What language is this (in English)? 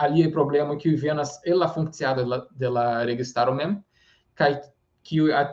Esperanto